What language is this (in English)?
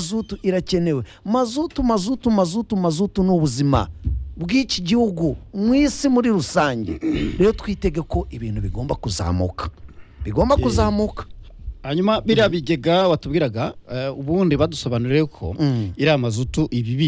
Kinyarwanda